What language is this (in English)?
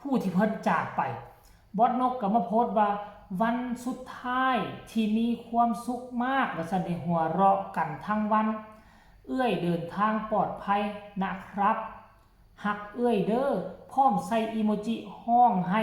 Northeastern Thai